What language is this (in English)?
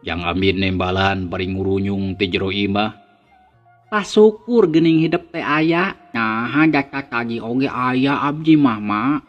Sundanese